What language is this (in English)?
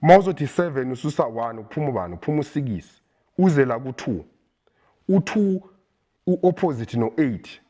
Zulu